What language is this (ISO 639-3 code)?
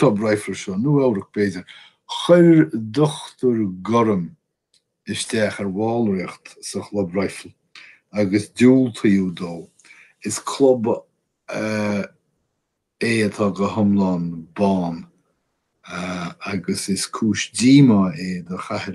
gle